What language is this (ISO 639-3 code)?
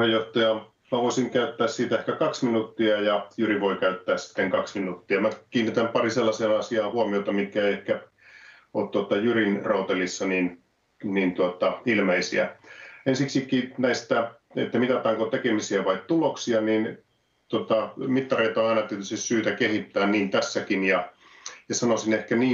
fin